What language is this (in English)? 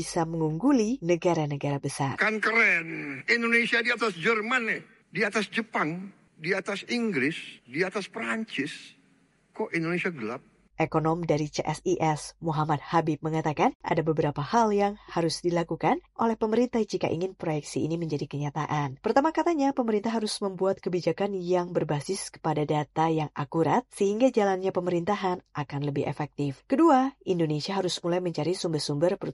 Indonesian